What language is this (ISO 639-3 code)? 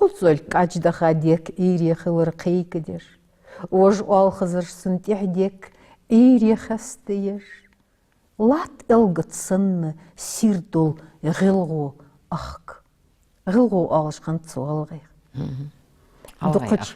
inh